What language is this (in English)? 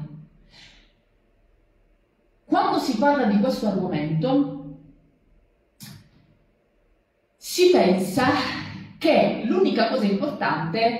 Italian